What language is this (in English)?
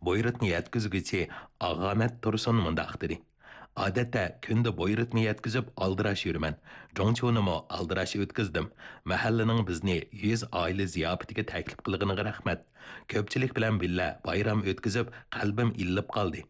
Uyghur